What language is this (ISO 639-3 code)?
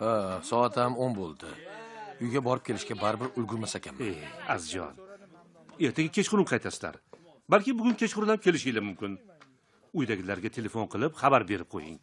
uzb